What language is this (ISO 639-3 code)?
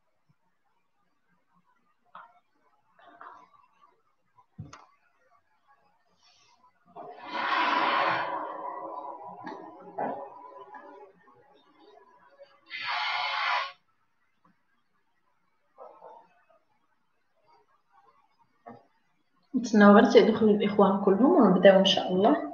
ary